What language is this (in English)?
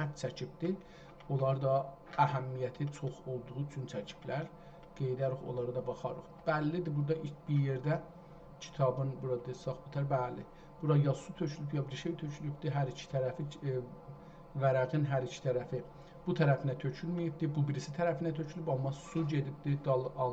South Azerbaijani